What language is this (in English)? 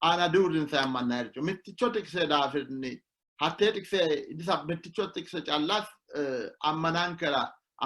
Sidamo